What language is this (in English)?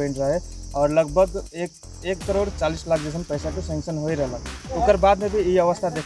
Sadri